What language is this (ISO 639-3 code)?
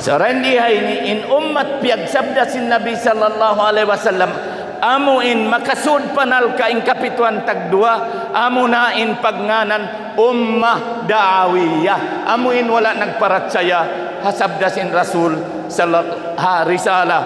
tsg